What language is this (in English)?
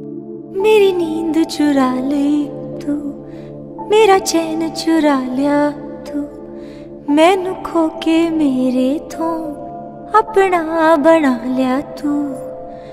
Punjabi